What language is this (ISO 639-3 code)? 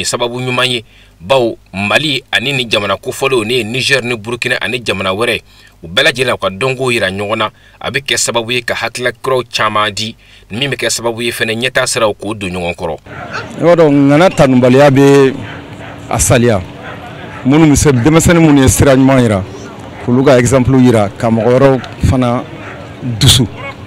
bam